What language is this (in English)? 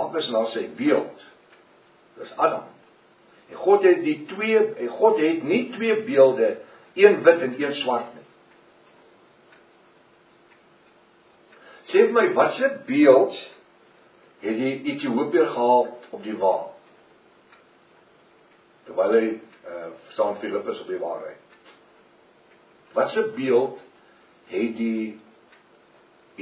Afrikaans